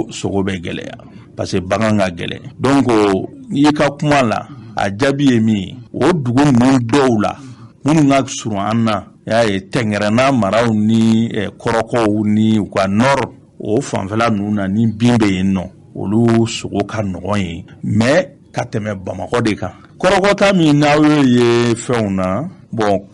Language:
Bambara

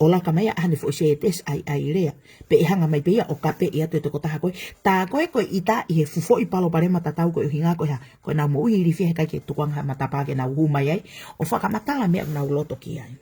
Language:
Tongan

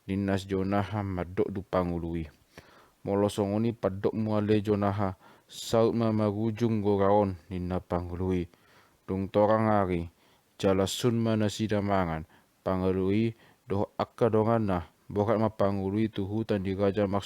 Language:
Batak Toba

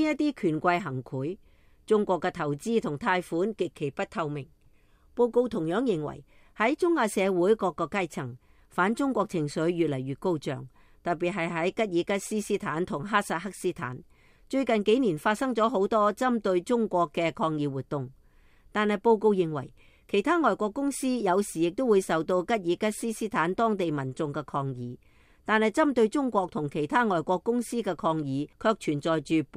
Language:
Cantonese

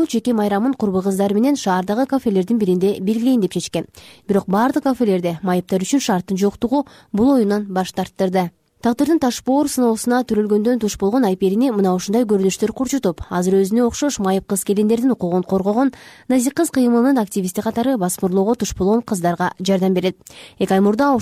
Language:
Kyrgyz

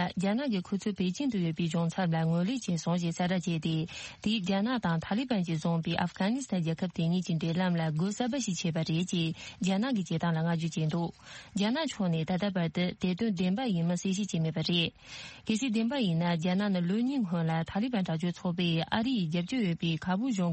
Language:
Tibetan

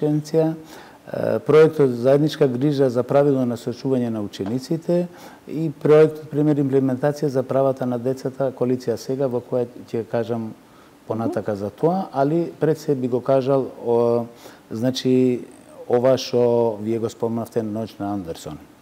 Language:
Macedonian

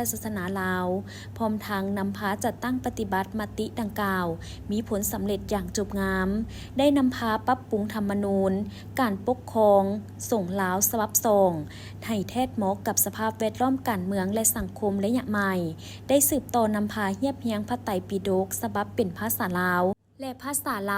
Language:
Lao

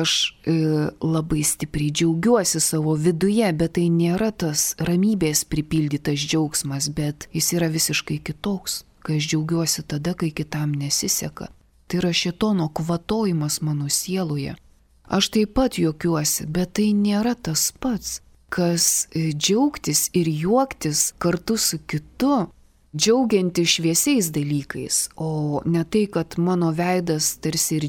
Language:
Lithuanian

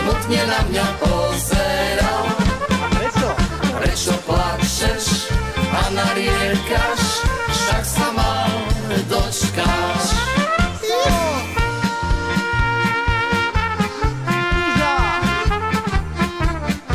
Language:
Slovak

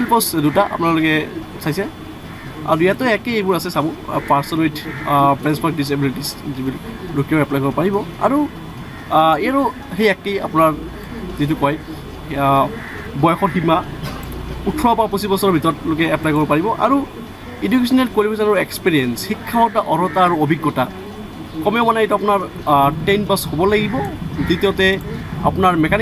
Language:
Assamese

